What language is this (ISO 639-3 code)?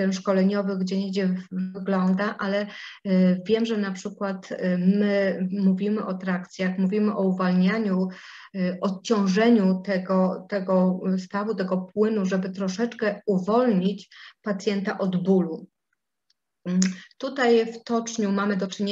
pol